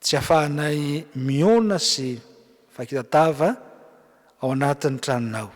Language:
Malagasy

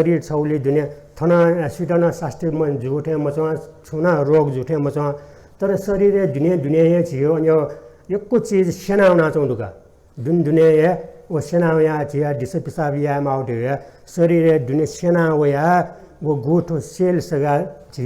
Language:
Newari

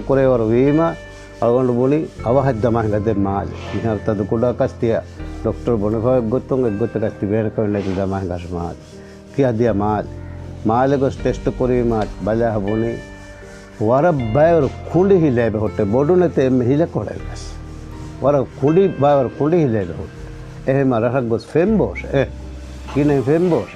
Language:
Divehi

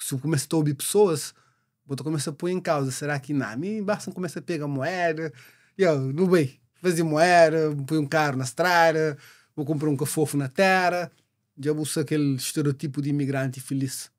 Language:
Kabuverdianu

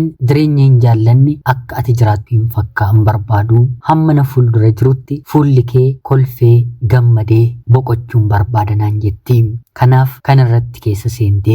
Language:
Oromo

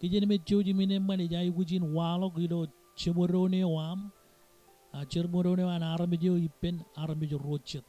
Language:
Marshallese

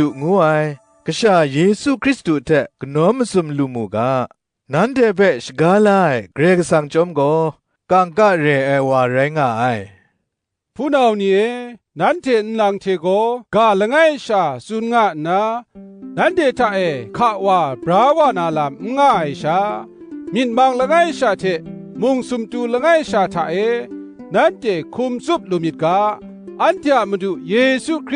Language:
Kachin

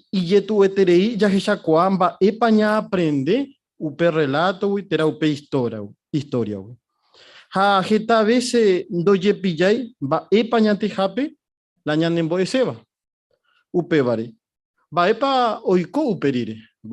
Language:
Guarani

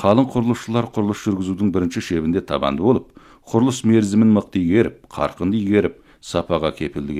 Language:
Kazakh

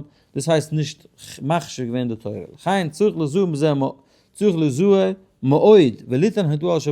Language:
Yiddish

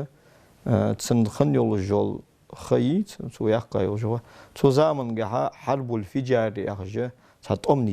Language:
Ingush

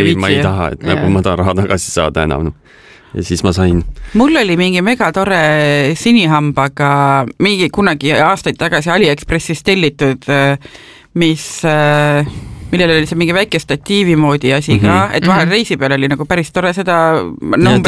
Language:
Estonian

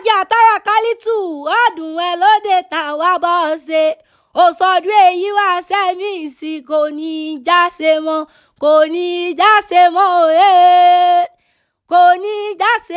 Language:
Yoruba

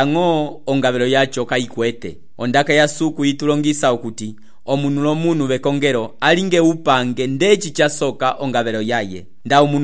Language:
Umbundu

